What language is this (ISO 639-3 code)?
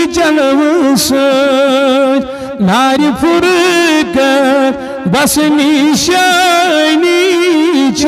kas